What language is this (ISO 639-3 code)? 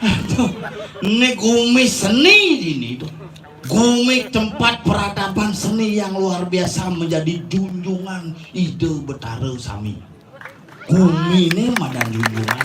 ban